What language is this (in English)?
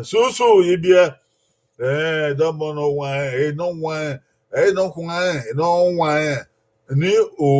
Bini